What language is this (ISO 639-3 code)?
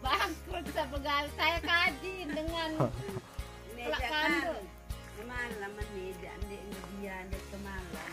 sas